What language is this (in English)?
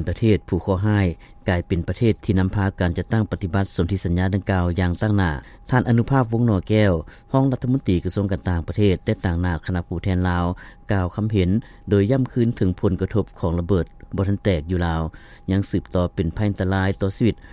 Lao